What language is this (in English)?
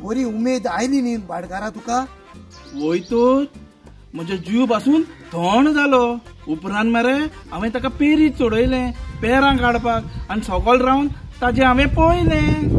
Konkani